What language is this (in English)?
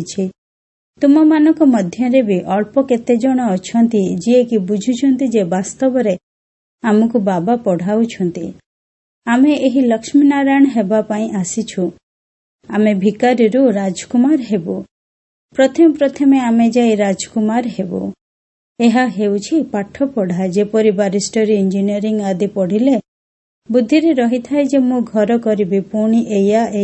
Odia